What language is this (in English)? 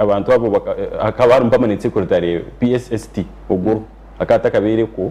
Nyankole